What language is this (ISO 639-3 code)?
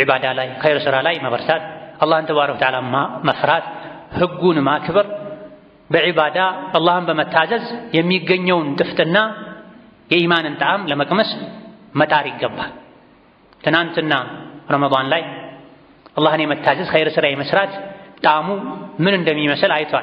amh